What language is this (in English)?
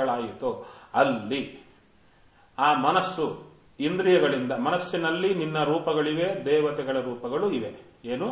Kannada